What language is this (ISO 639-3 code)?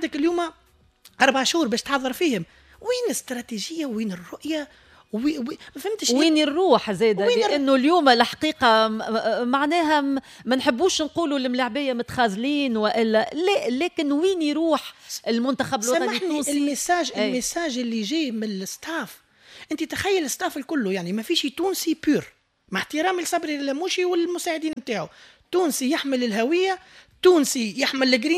aeb